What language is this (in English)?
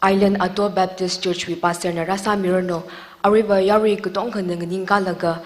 Tangkhul Naga (India)